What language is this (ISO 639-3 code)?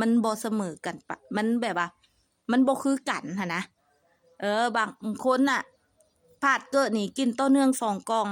lao